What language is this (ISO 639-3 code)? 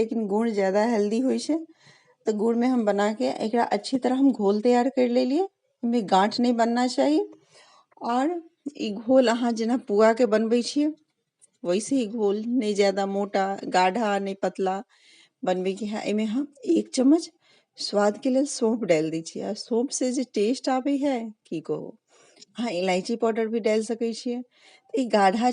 mai